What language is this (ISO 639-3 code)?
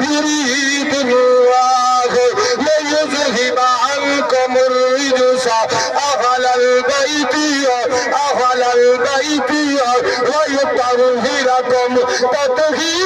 skr